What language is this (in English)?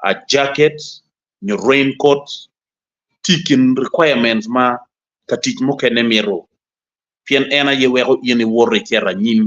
Acoli